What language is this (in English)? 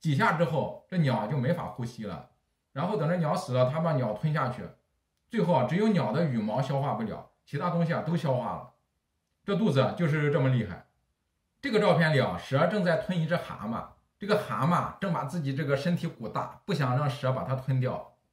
Chinese